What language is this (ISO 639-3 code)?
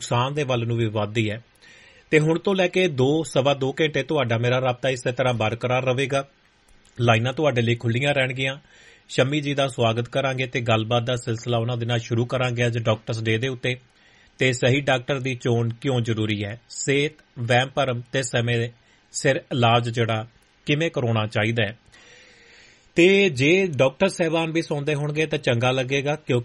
pan